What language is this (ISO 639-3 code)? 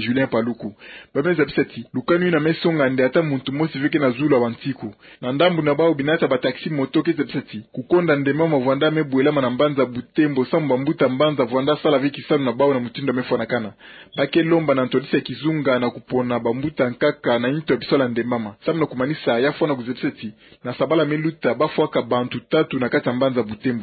ktu